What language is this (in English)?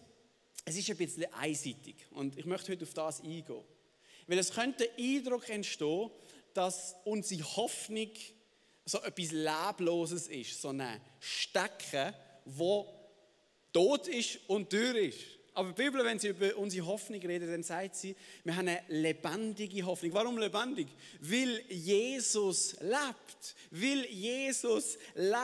Swiss German